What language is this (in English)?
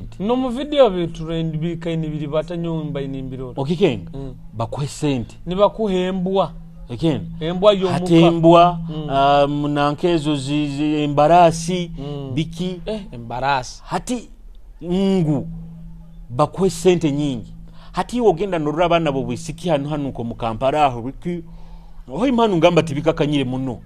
Nyoro